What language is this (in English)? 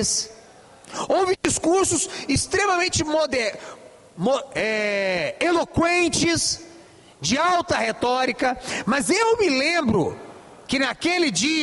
Portuguese